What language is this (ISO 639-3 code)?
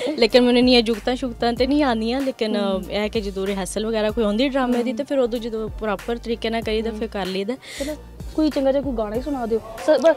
pan